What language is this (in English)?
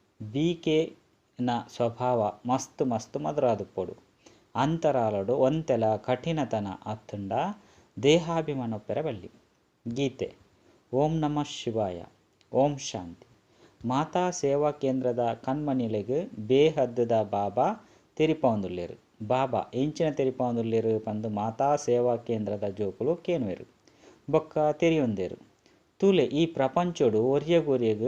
Tulu